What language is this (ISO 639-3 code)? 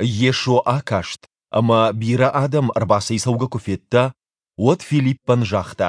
oss